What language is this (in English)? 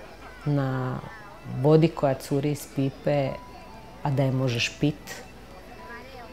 Croatian